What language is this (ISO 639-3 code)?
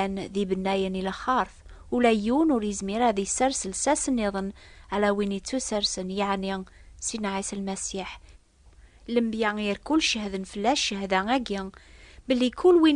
kab